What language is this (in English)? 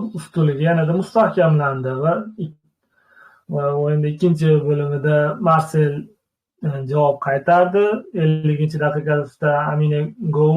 Uzbek